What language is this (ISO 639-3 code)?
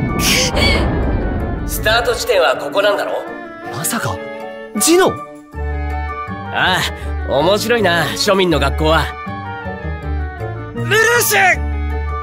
jpn